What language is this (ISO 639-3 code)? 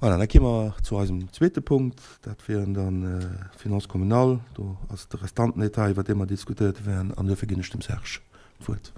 ltz